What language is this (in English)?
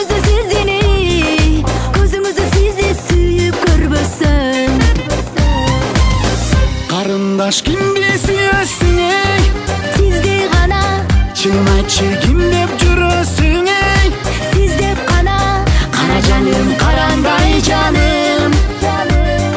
Kyrgyz